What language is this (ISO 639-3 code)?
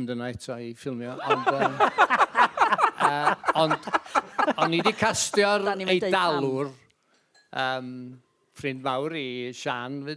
cym